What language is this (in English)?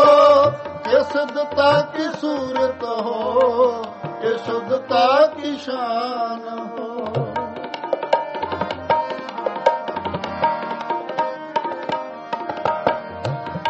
Punjabi